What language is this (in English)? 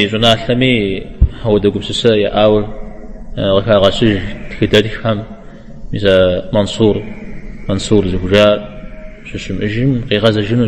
Kabardian